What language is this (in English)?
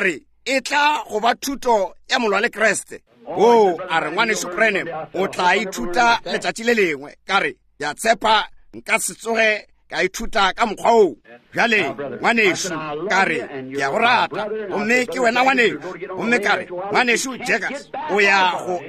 Northern Sotho